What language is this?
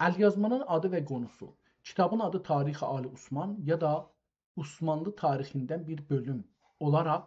South Azerbaijani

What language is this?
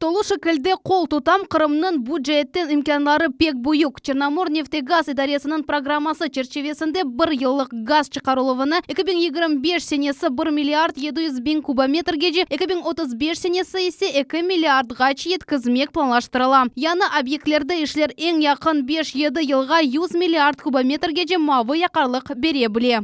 Crimean Tatar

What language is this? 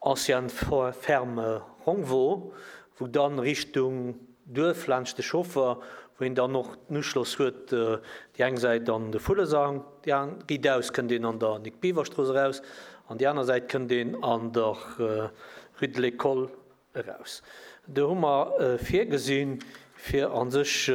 Luxembourgish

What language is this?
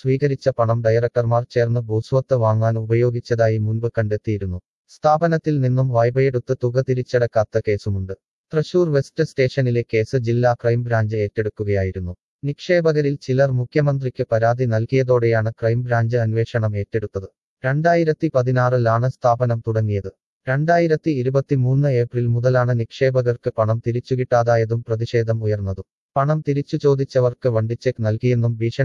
Malayalam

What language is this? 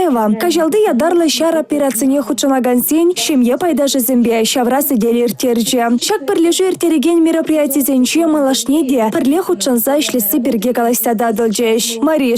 Chuvash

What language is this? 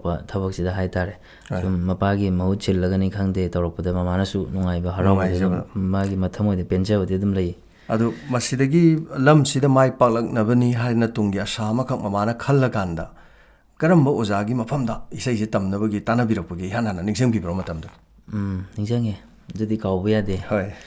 Manipuri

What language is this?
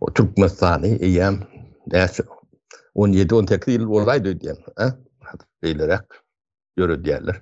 Turkmen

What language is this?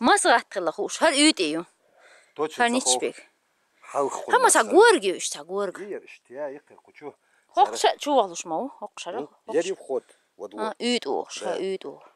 Chechen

